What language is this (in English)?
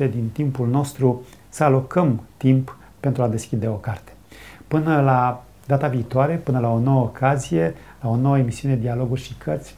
Romanian